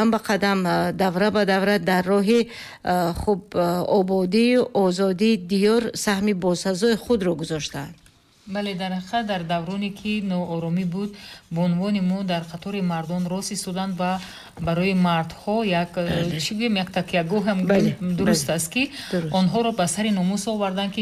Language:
Tajik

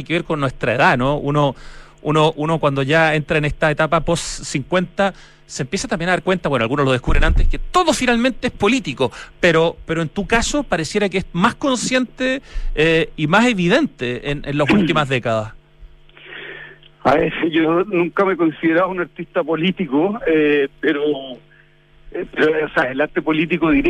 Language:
Spanish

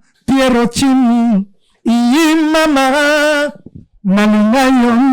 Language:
Lingala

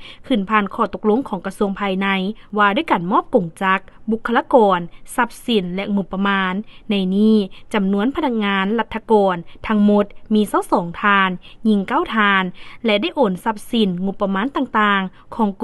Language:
Lao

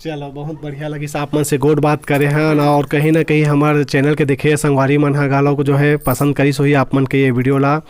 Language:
Chhattisgarhi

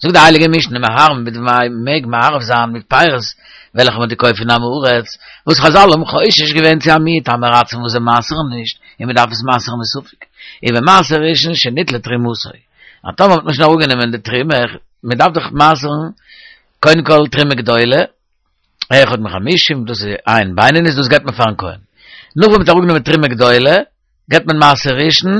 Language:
Yiddish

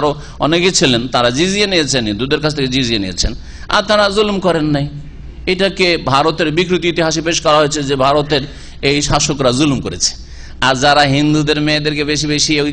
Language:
Bangla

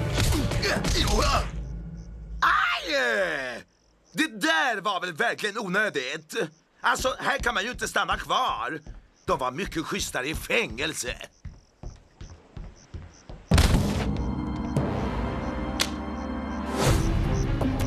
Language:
Swedish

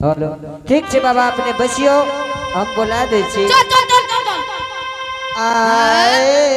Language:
Angika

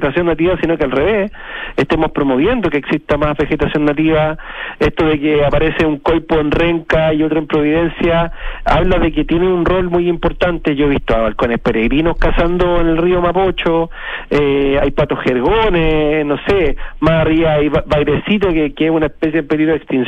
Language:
Spanish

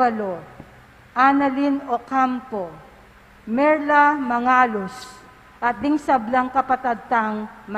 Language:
Pampanga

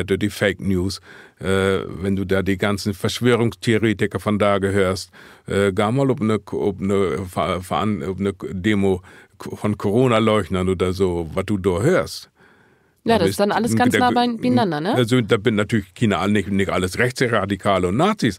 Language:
Low German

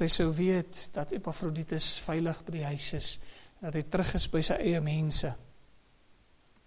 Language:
Afrikaans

